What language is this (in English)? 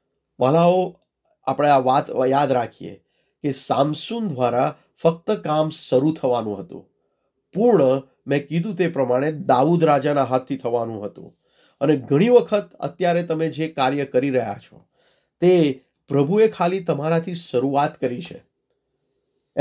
Gujarati